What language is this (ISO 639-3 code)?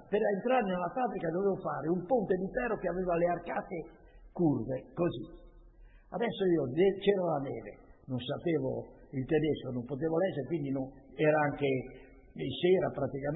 ita